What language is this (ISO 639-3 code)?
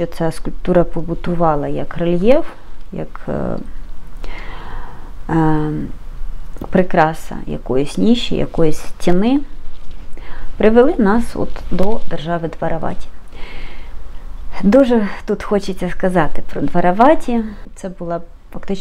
ukr